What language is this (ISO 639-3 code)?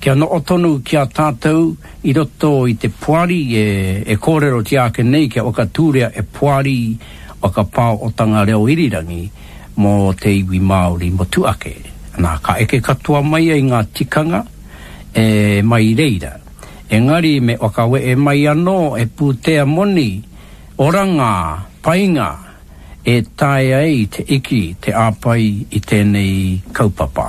mri